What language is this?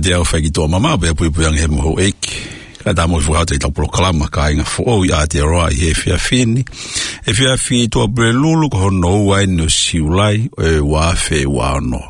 Tongan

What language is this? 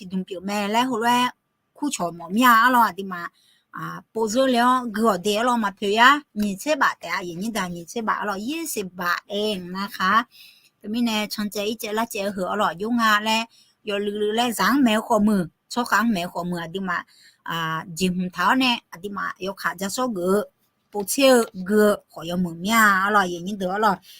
Akha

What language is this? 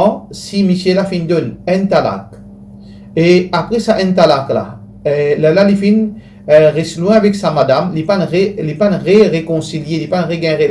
Morisyen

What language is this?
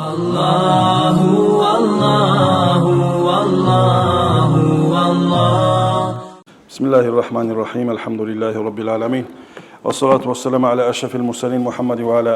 Kumyk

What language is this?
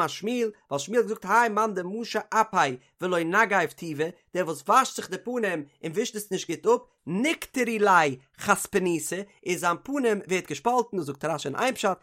Yiddish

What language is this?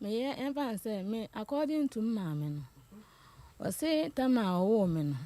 Akan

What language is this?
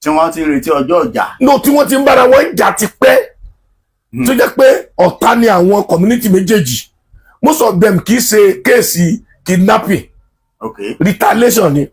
Yoruba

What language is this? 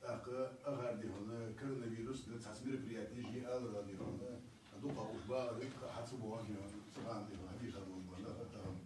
Ingush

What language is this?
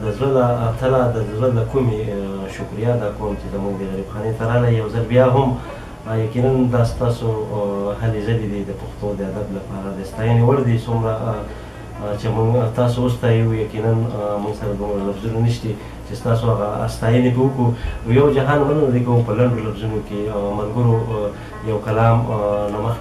Pashto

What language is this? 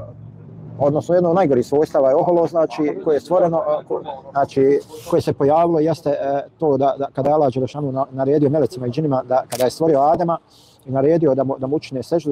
Bosnian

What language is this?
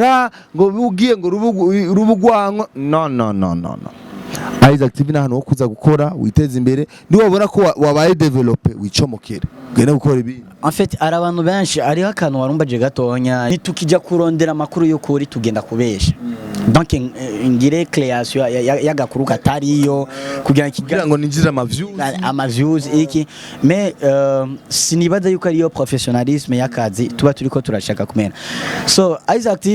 Rundi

